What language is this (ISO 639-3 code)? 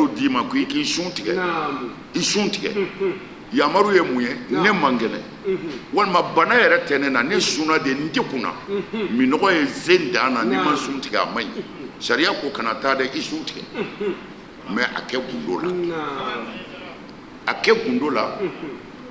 bam